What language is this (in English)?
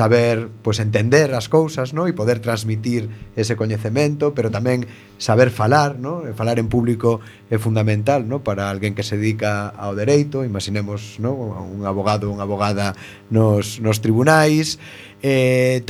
Galician